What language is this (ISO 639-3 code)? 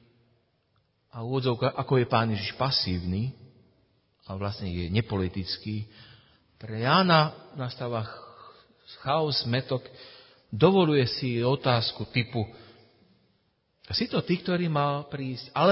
slk